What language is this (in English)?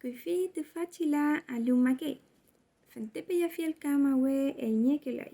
Mapuche